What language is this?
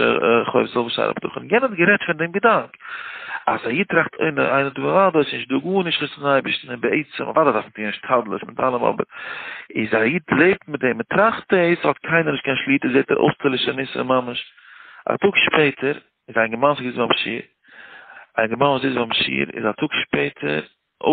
Yiddish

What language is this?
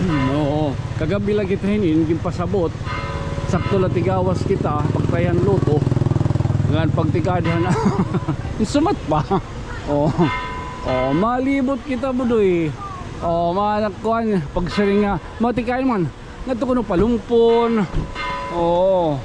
Waray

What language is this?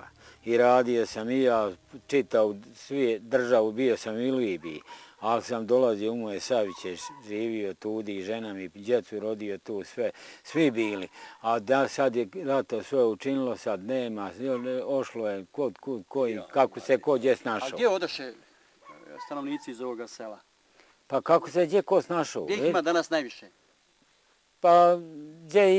Bosnian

